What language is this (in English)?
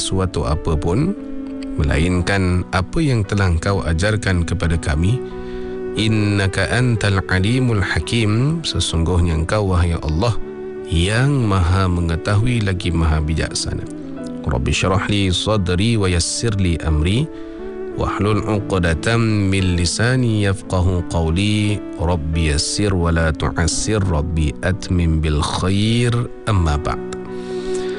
Malay